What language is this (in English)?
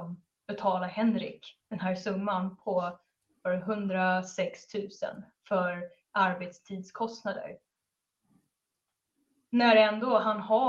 Swedish